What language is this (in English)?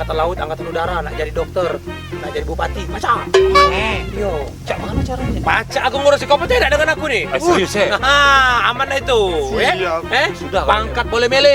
Musi